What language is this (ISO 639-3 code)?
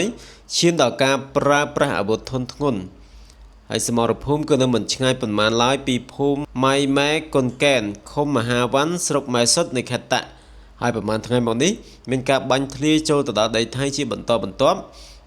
khm